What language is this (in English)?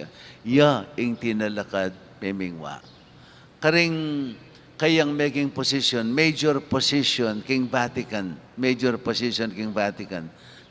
Pampanga